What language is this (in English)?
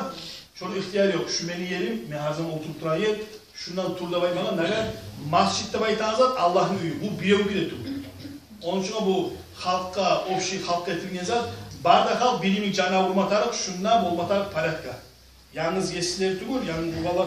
Kumyk